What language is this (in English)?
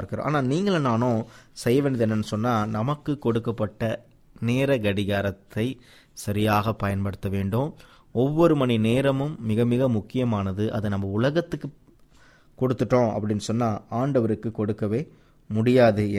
Tamil